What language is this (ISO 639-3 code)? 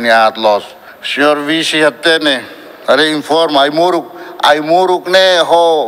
tet